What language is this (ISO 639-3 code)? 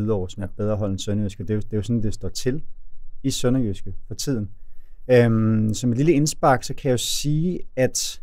dan